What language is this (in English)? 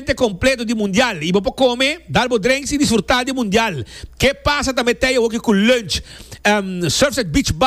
Papiamento